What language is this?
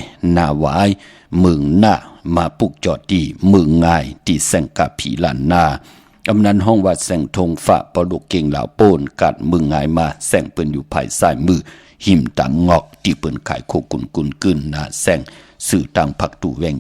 Shan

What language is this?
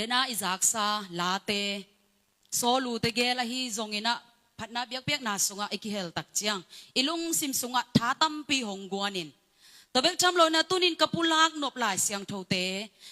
Tedim Chin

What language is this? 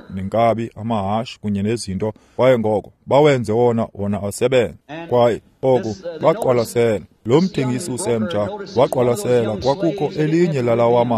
Xhosa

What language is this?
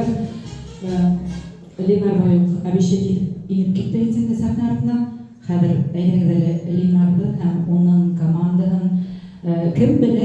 Bashkir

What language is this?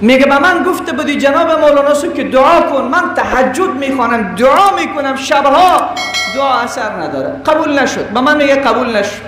Persian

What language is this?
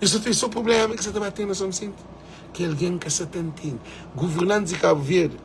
Kabuverdianu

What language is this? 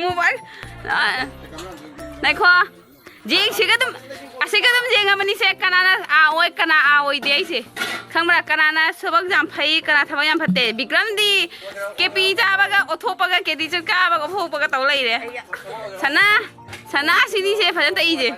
Manipuri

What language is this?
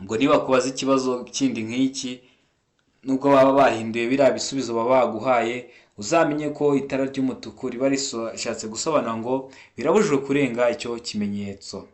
Kinyarwanda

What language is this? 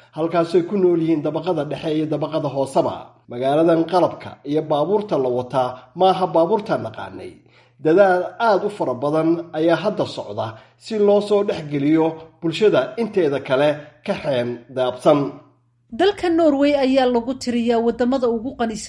Somali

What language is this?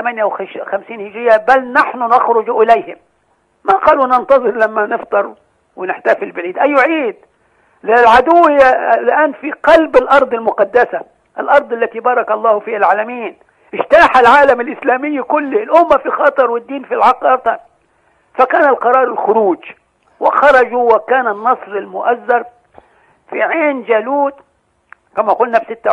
Arabic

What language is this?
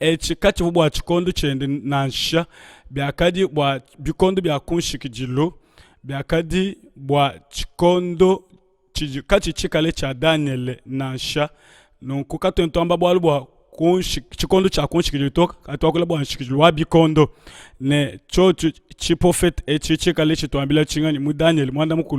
Luba-Lulua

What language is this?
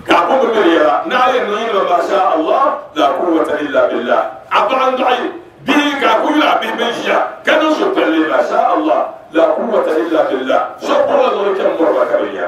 Dagbani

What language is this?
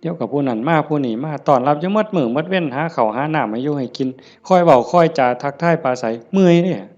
Northeastern Thai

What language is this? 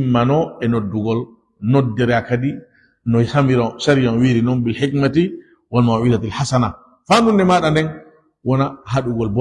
Fula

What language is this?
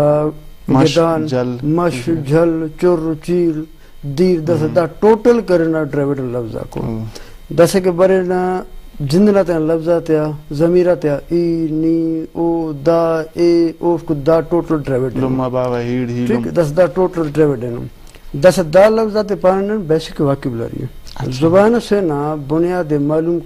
Brahui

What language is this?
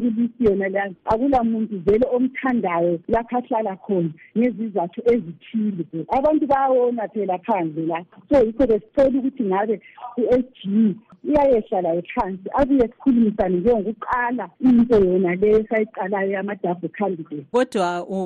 North Ndebele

